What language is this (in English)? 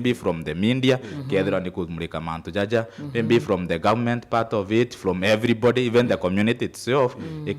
Meru